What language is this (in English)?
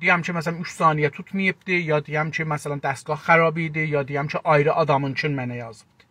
South Azerbaijani